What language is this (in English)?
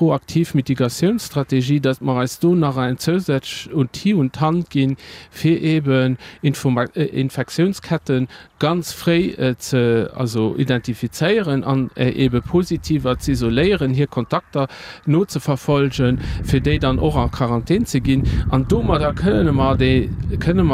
Luxembourgish